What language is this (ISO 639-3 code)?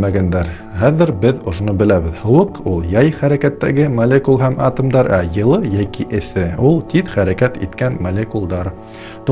bak